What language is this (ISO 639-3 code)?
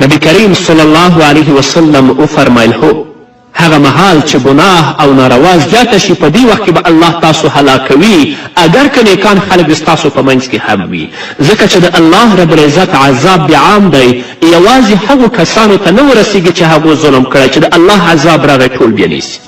pus